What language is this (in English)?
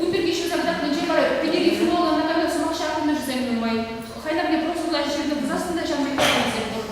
Chuvash